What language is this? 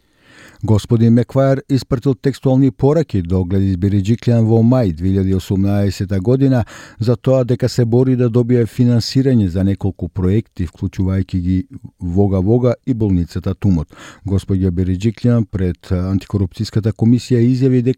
Macedonian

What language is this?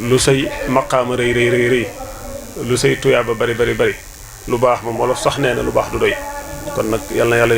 Wolof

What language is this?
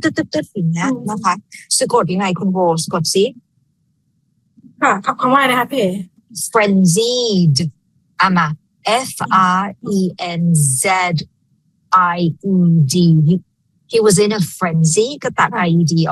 Thai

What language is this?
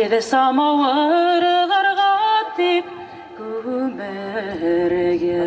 Bashkir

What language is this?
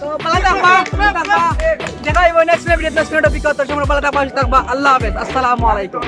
Sylheti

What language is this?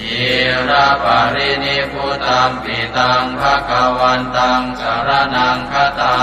Pali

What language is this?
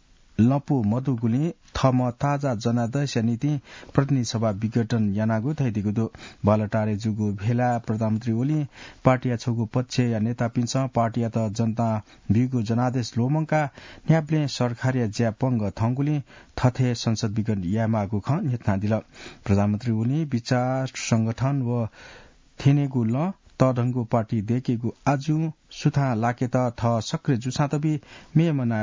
Newari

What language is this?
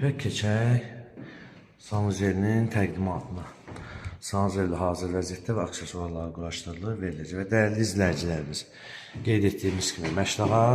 Azerbaijani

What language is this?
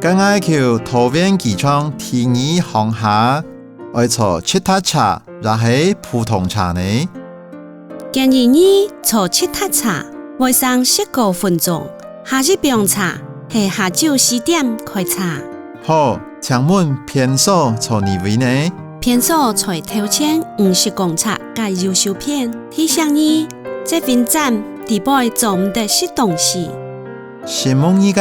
Hakka Chinese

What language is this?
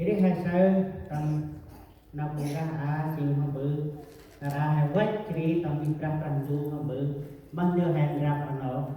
Central Mnong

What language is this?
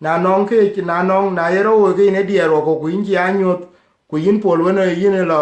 Dinka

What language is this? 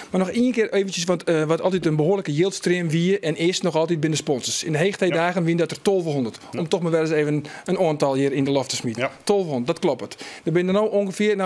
Western Frisian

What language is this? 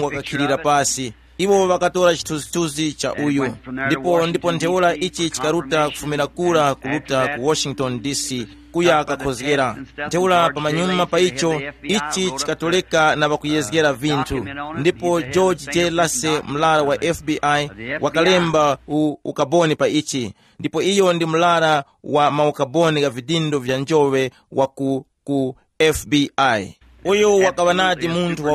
Tumbuka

